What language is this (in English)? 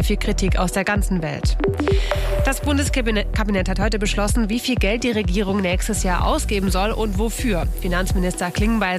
German